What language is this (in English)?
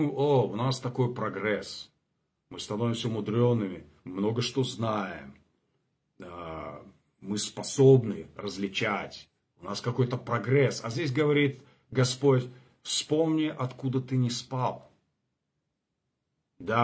Russian